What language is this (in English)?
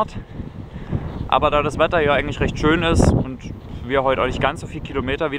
German